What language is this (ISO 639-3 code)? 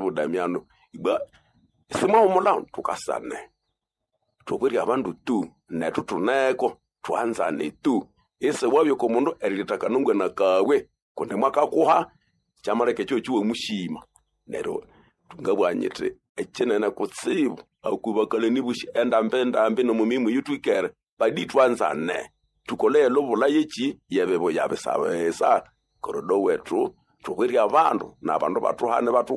nnb